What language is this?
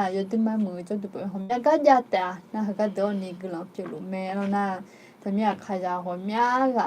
Akha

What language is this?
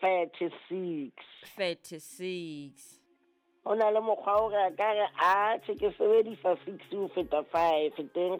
Southern Sotho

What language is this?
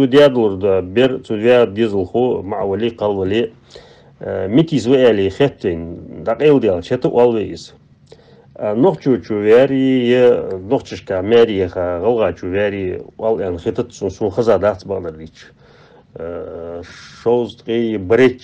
Ingush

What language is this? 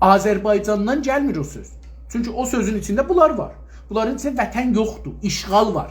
South Azerbaijani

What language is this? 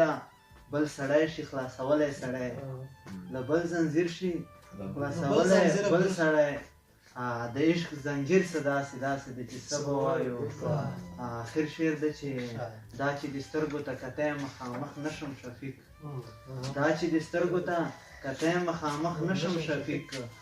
Pashto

